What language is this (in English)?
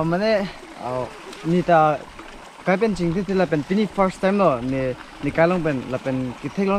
Karbi